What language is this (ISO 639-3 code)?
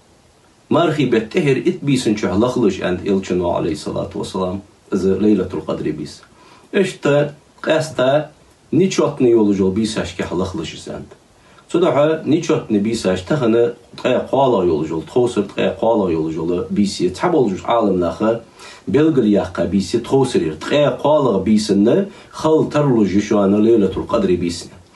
inh